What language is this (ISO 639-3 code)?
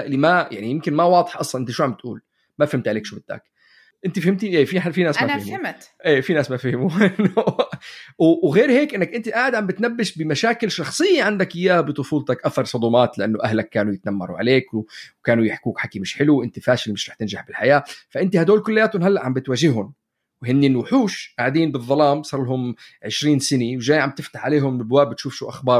apc